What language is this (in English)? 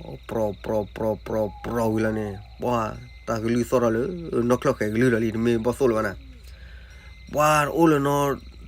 S'gaw Karen